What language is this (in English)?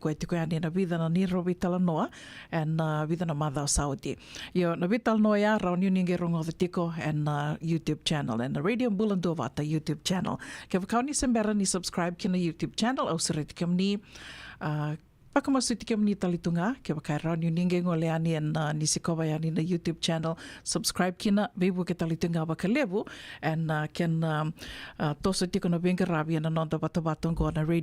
Fijian